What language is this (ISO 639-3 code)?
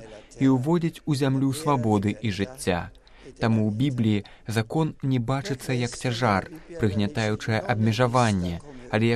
bel